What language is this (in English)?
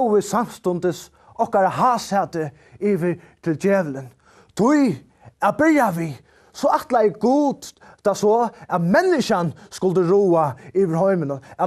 Faroese